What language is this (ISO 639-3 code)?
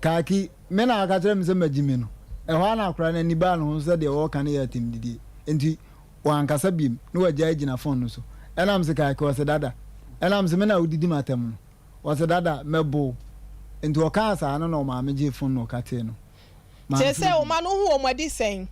aka